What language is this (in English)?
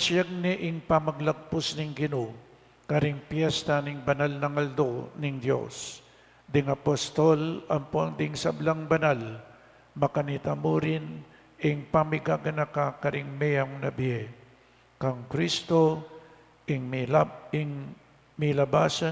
Pampanga